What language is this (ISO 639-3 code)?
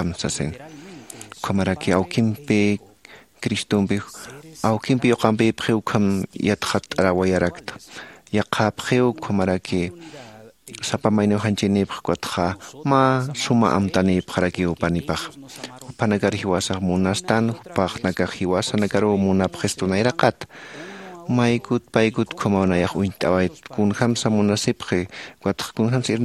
aym